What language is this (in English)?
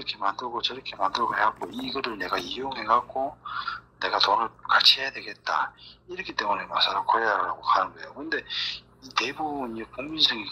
Korean